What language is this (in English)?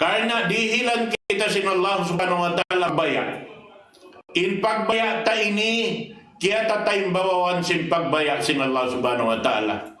Tausug